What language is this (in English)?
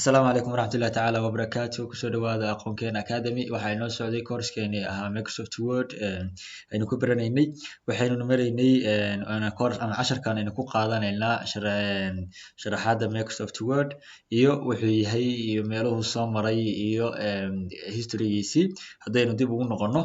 Somali